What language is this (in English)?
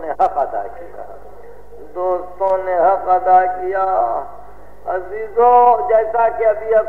Urdu